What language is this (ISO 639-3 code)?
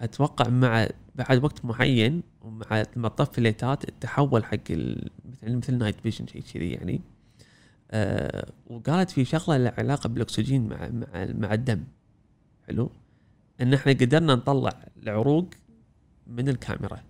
afb